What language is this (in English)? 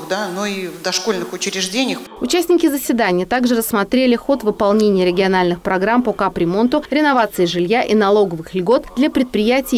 Russian